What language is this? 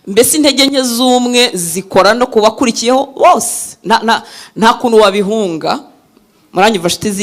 Kinyarwanda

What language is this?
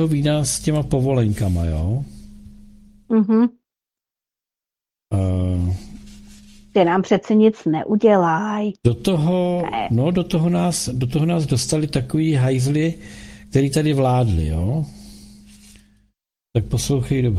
Czech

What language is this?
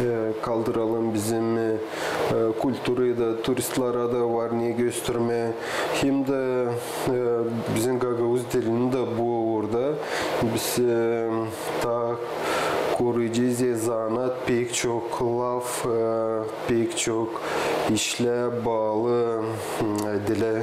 Gagauz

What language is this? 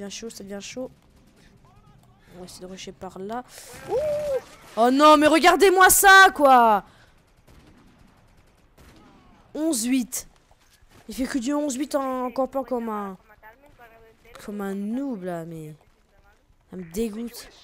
French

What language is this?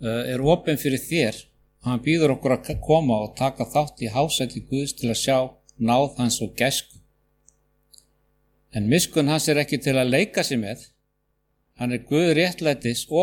Icelandic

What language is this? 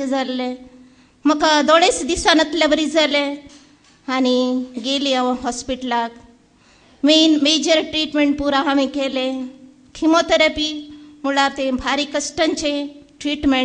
Konkani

